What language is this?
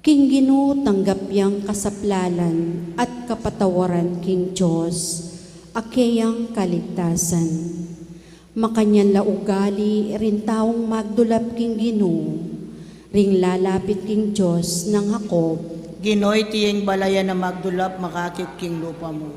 Pampanga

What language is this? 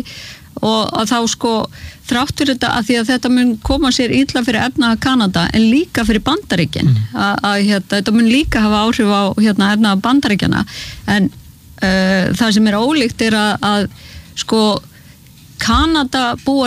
Icelandic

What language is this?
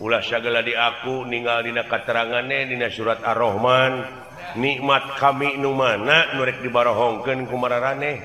Sundanese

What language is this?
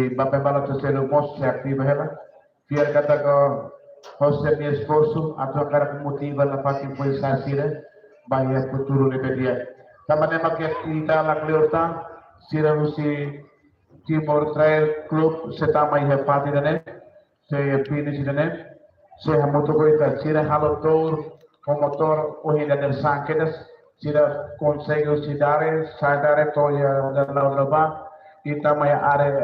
Tetum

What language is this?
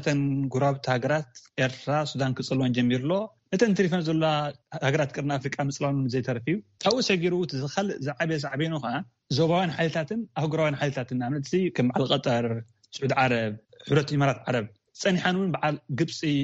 Tigrinya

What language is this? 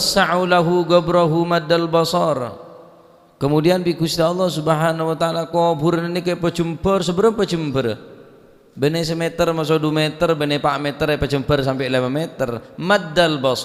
Madurese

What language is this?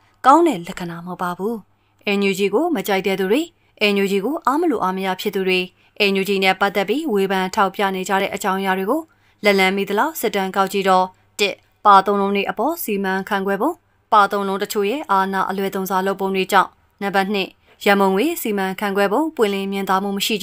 Burmese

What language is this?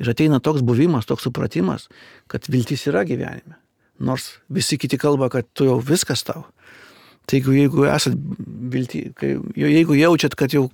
Lithuanian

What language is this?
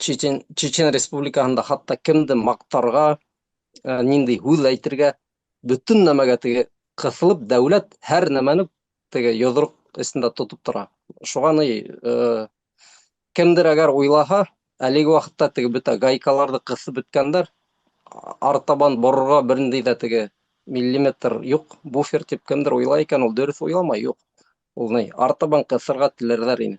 Bashkir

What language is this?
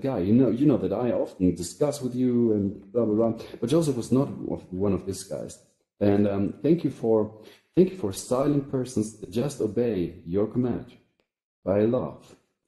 English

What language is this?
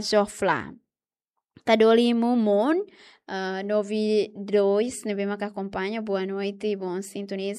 Tetum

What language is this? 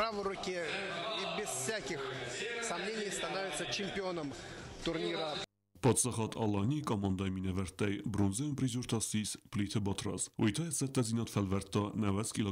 Ossetic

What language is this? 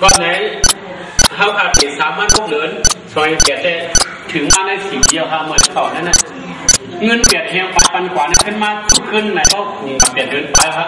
Shan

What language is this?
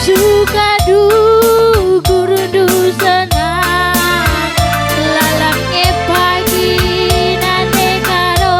Batak Karo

